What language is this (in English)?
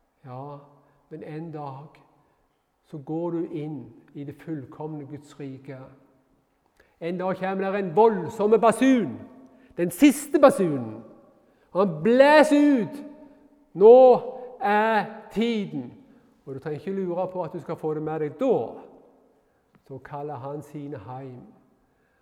Norwegian